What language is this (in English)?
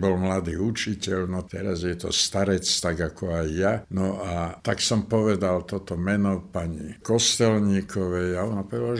Slovak